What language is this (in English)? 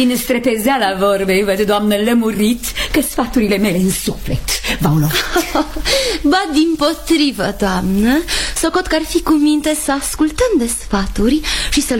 Romanian